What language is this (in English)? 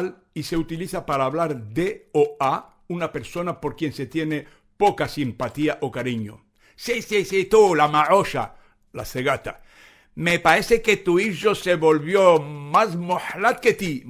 Ladino